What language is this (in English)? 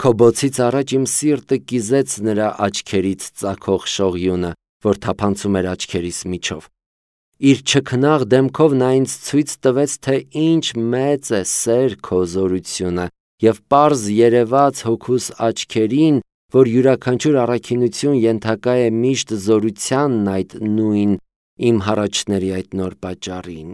Armenian